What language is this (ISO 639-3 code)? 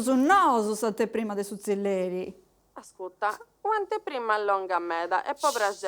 srd